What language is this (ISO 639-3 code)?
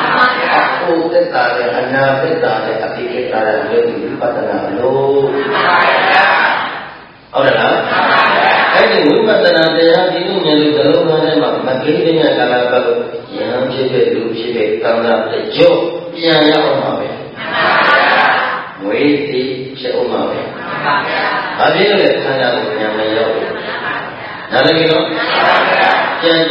mya